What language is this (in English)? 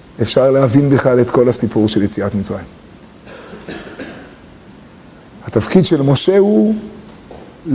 Hebrew